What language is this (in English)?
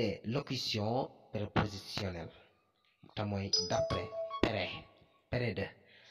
Wolof